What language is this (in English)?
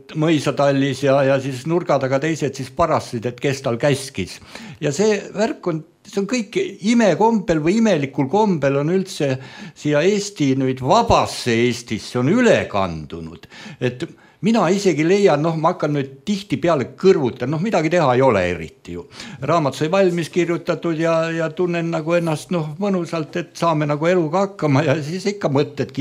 Estonian